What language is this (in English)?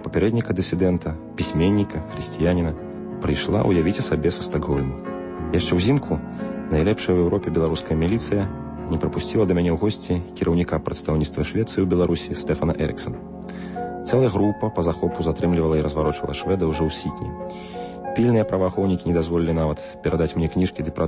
Belarusian